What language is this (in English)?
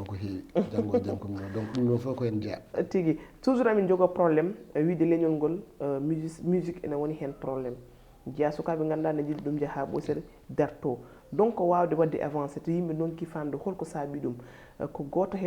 Fula